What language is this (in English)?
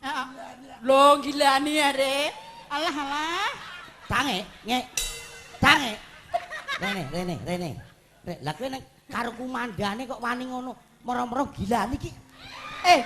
Javanese